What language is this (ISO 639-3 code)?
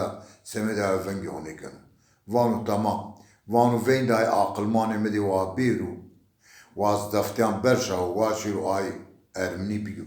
zza